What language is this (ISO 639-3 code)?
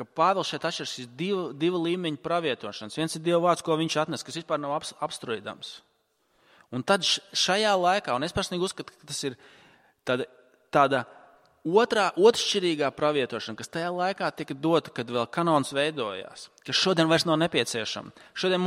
lav